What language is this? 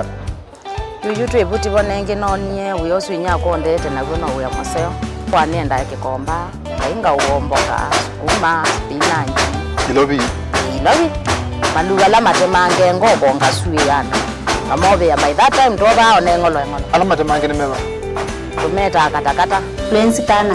Kamba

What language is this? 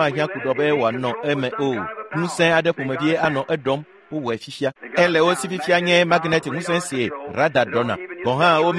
Ewe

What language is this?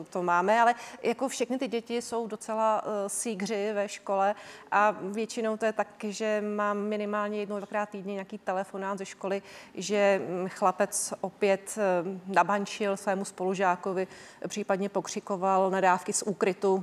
Czech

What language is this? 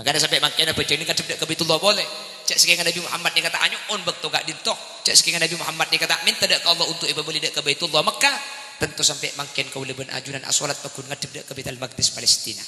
Madurese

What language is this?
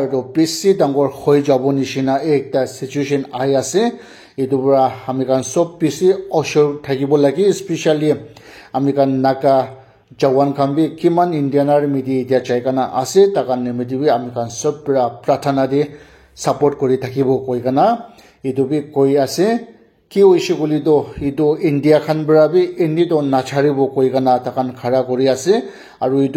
Naga Pidgin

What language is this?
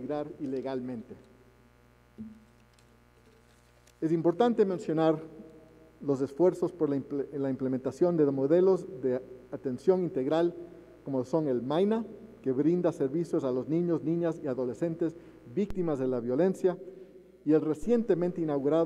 Spanish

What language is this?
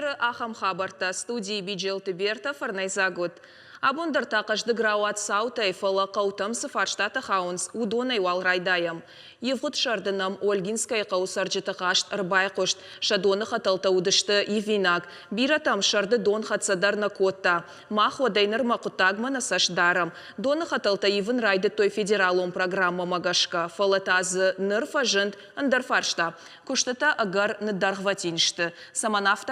Ossetic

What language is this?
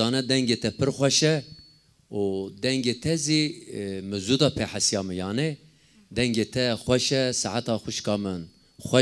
Zaza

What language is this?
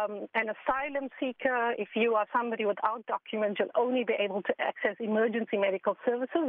English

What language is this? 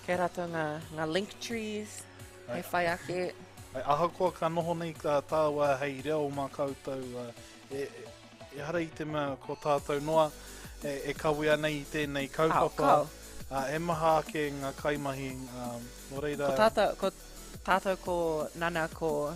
Māori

